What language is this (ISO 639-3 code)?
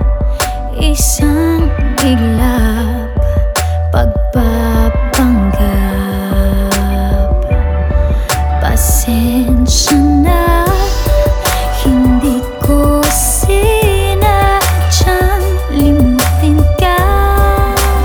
fil